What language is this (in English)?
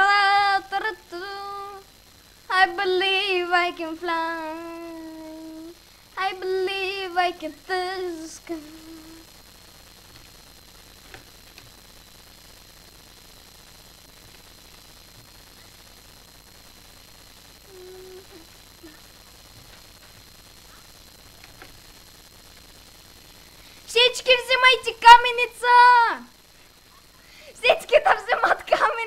Bulgarian